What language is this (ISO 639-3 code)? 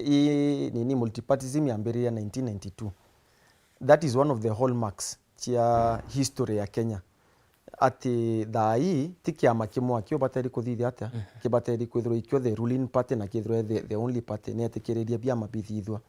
mer